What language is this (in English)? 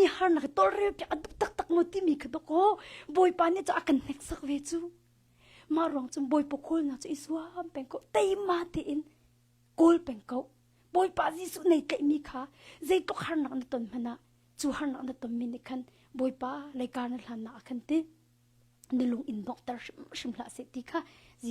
Hakha Chin